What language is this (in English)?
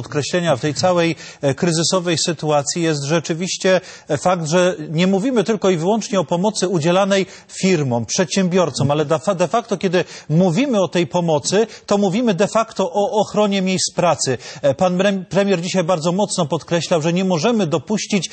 Polish